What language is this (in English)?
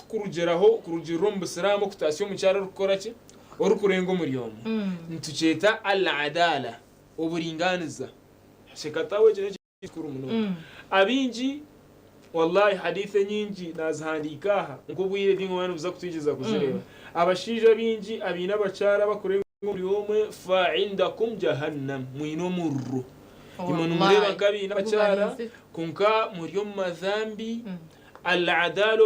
Nyankole